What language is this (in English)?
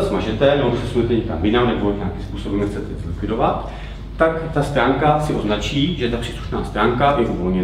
Czech